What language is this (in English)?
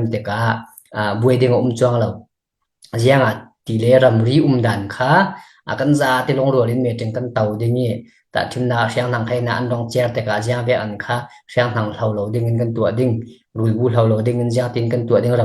Falam Chin